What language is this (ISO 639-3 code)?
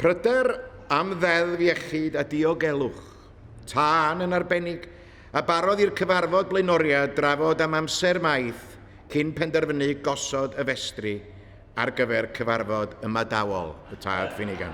cym